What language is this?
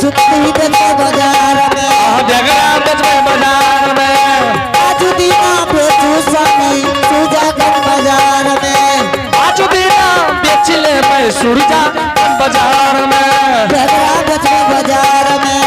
Angika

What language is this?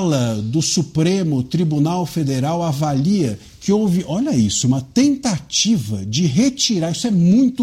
Portuguese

